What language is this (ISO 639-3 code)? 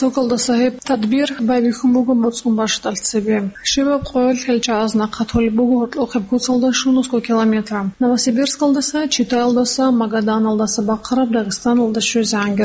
ava